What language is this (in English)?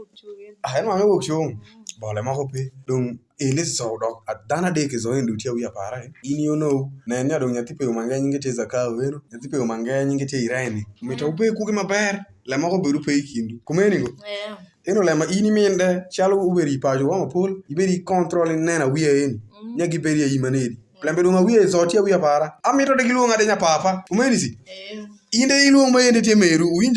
Alur